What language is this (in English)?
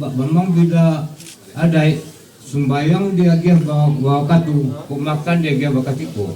Minangkabau